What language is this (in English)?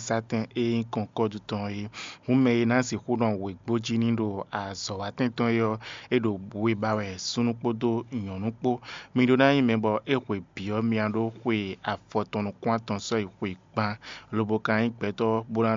Fon